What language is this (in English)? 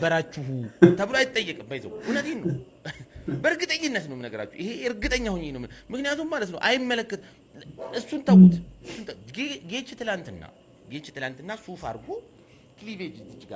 Amharic